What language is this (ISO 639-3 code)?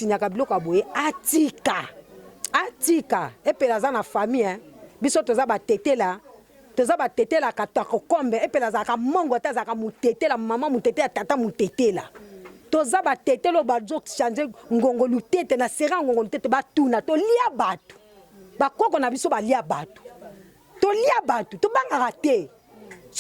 lin